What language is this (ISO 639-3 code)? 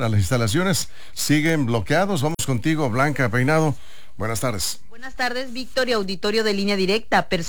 spa